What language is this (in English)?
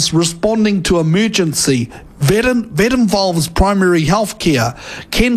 Māori